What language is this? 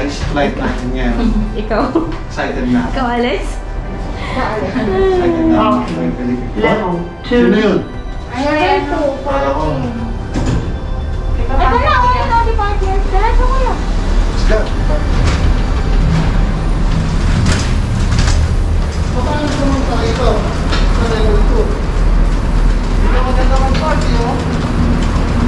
Filipino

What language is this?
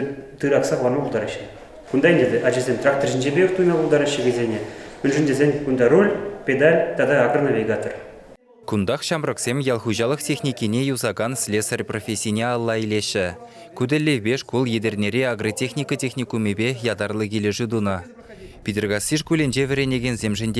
Chuvash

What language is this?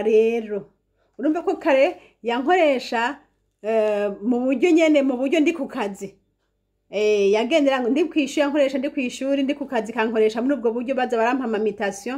Rundi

